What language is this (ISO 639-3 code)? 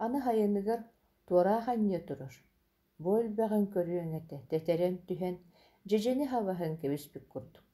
sah